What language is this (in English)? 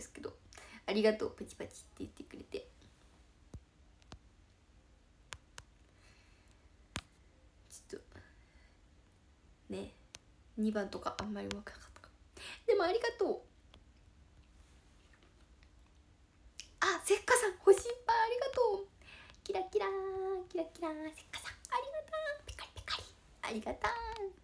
Japanese